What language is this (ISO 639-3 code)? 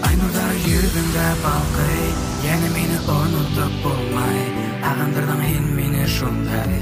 bak